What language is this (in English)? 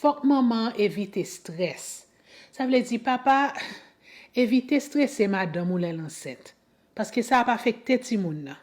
Haitian Creole